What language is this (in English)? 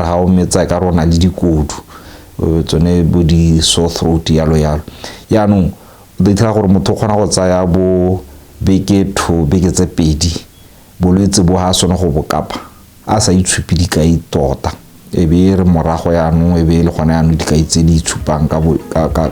Tswana